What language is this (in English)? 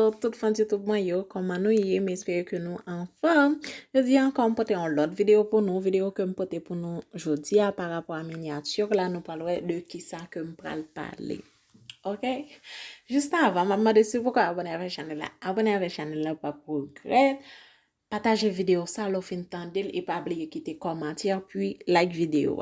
Haitian Creole